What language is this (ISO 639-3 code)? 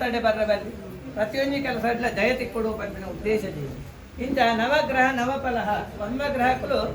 tcy